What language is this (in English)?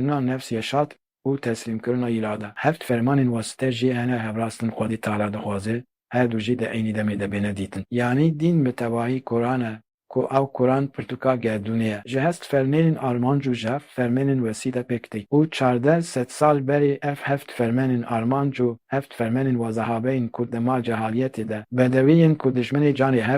Kurdish